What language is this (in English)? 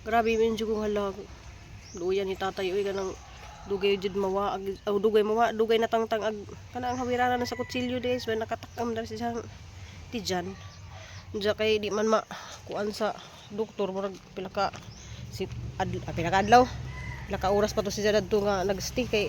Cebuano